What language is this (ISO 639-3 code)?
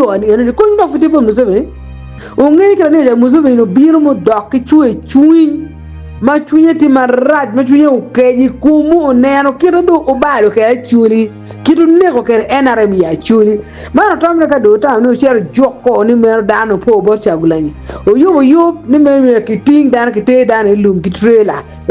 ach